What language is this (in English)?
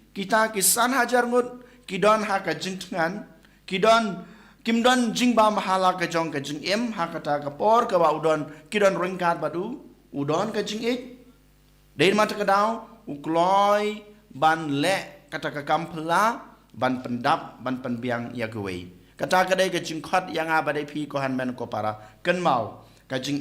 Khasi